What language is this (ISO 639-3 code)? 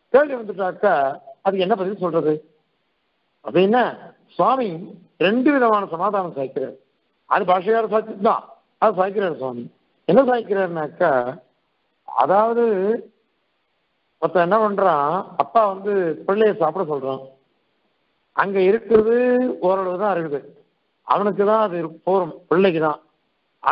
tam